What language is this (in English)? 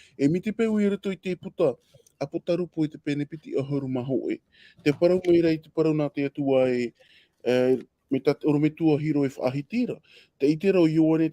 Tahitian